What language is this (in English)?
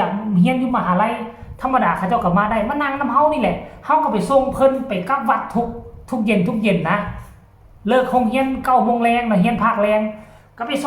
Northeastern Thai